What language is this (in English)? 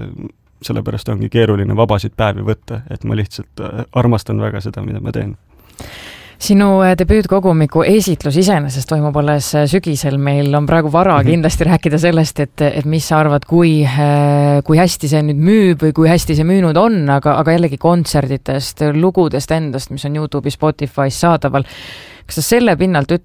Estonian